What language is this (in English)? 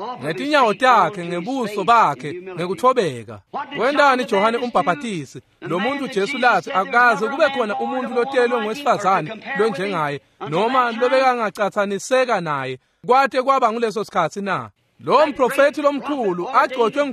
Swati